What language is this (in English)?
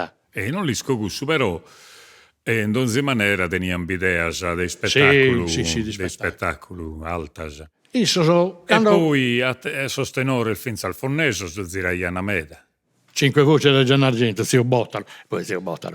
Sardinian